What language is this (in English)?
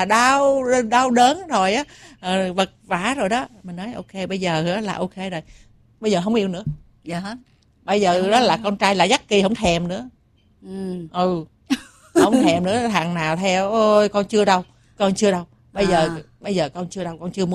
Vietnamese